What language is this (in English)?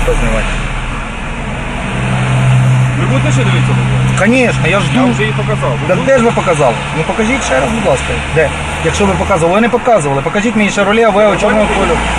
Ukrainian